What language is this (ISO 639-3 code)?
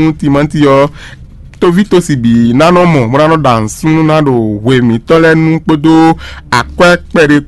fon